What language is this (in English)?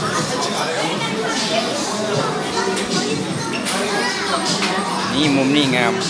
Lao